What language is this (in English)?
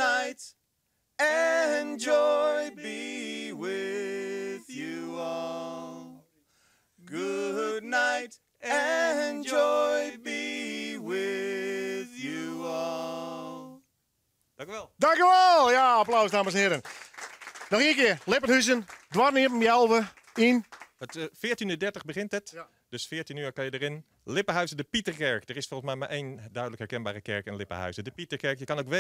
Western Frisian